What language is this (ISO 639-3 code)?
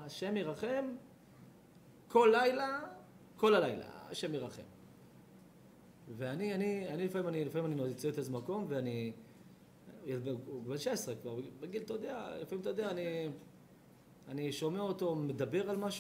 heb